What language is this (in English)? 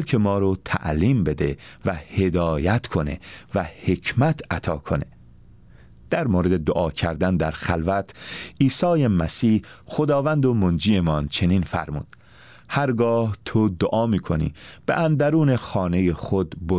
Persian